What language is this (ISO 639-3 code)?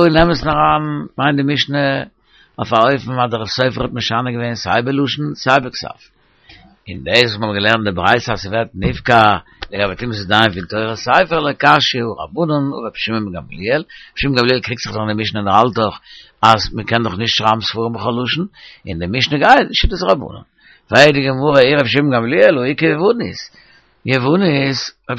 yid